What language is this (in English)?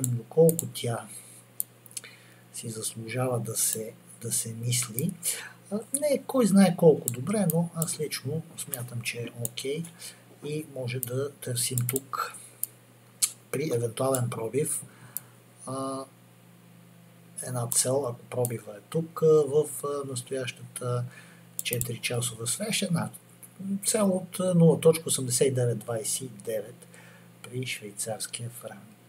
Bulgarian